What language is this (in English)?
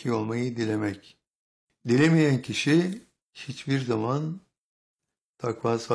Turkish